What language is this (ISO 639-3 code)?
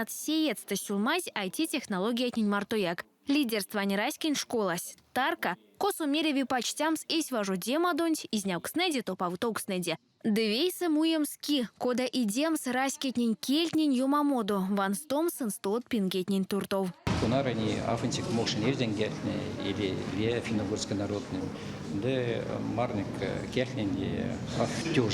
myv